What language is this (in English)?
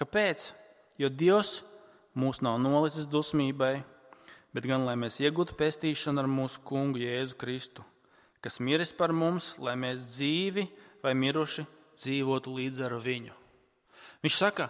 Latvian